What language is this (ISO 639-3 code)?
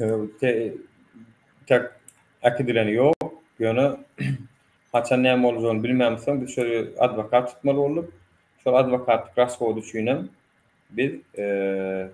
tuk